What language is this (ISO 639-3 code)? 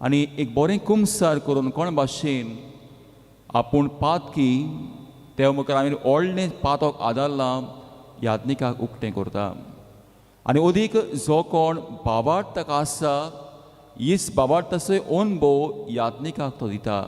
kok